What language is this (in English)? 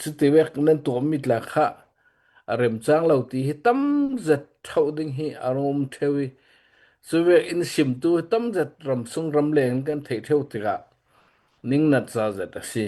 Hakha Chin